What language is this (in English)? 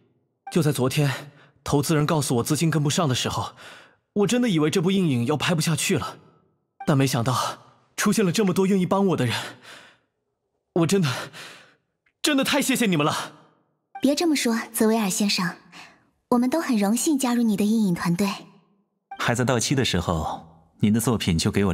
Chinese